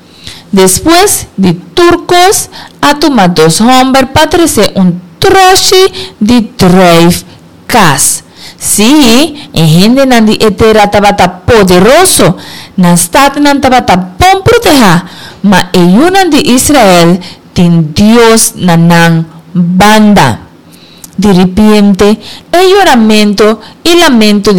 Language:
Papiamento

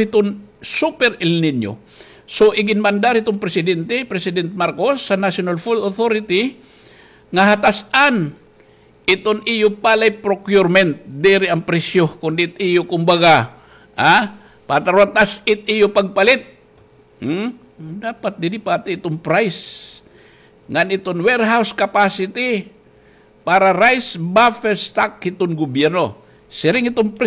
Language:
Waray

